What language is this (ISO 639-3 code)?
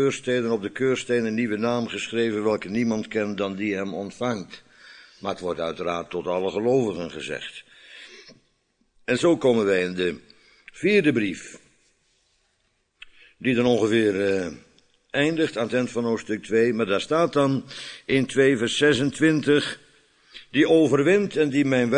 nld